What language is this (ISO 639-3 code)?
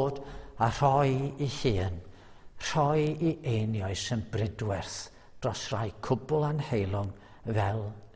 cym